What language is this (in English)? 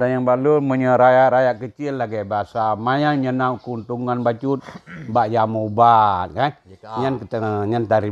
Achinese